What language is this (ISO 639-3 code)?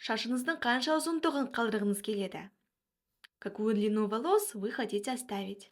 kaz